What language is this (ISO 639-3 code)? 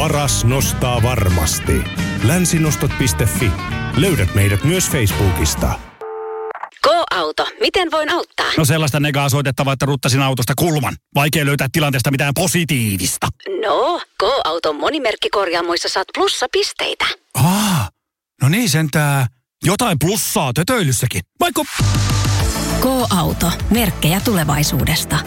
fin